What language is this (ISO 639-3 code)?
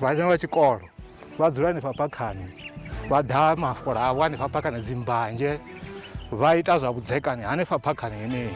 ven